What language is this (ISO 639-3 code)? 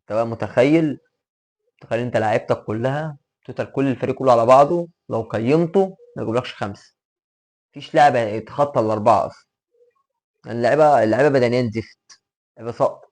arz